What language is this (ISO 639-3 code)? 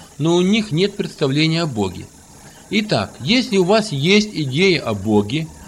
rus